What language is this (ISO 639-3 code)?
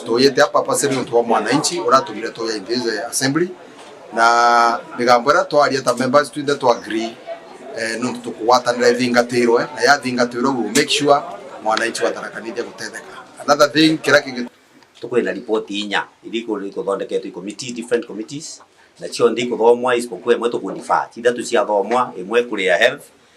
mer